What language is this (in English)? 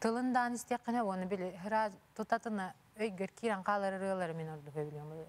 Yakut